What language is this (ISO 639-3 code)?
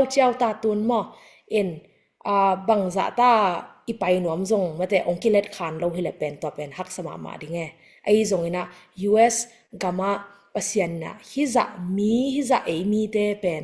ctd